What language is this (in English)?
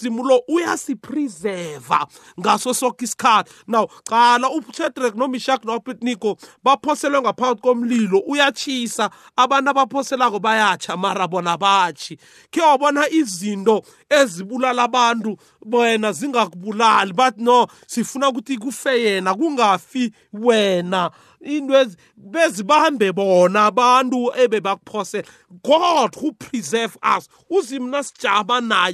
South Ndebele